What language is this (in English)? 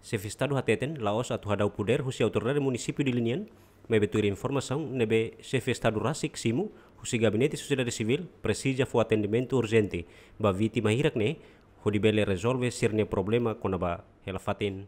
Tetum